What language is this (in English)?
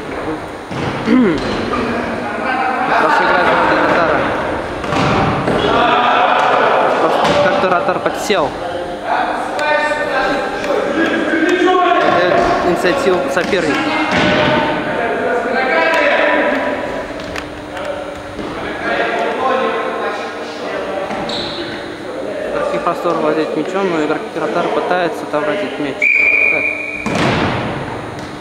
Russian